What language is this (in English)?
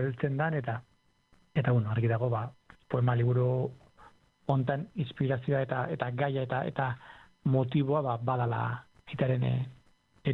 Basque